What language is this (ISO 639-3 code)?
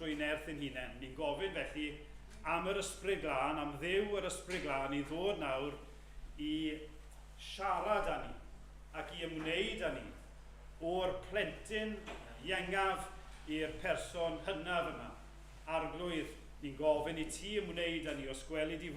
cym